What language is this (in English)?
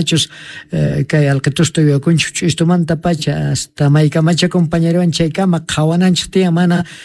South Bolivian Quechua